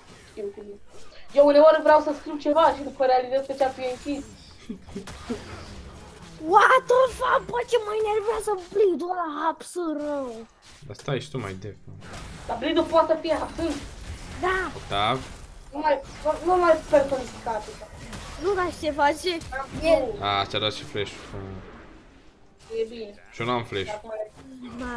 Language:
Romanian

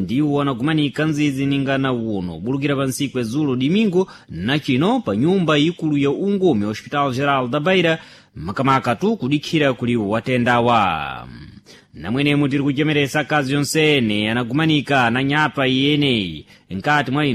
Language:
Sena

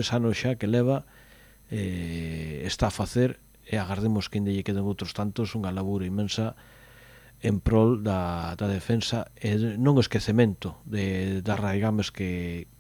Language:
Galician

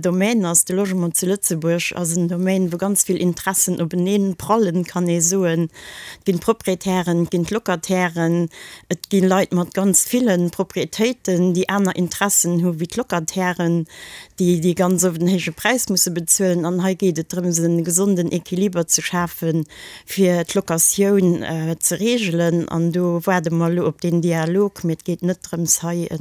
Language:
Luxembourgish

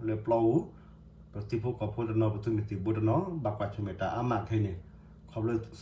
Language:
S'gaw Karen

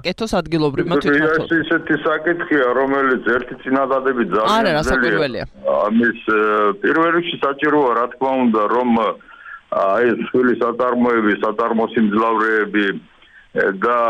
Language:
Georgian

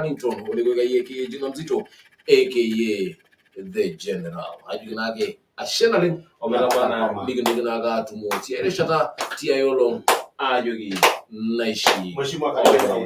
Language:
Masai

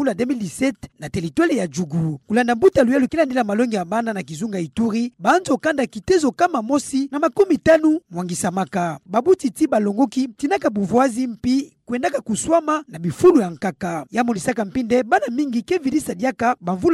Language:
Kituba (Democratic Republic of Congo)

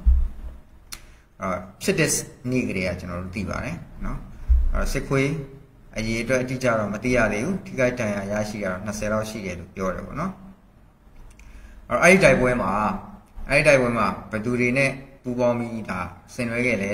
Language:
Burmese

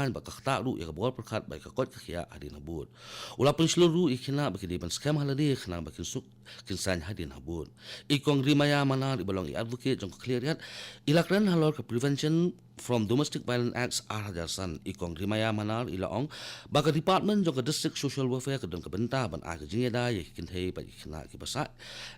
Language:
Khasi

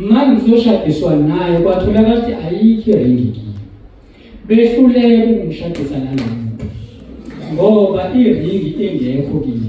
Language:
Zulu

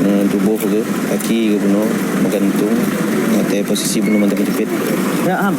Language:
Achinese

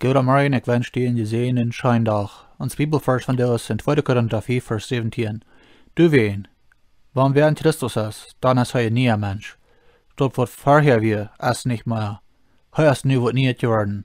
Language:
Plautdietsch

